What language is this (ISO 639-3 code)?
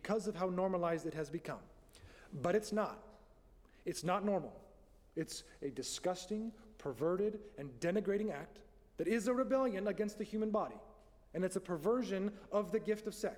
eng